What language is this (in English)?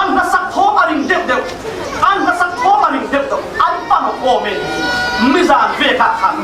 Falam Chin